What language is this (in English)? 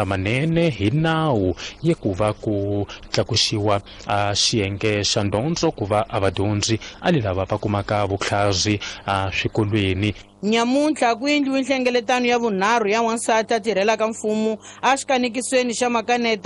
Tsonga